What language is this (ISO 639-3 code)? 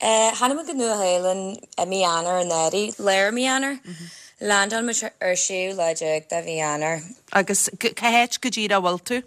gle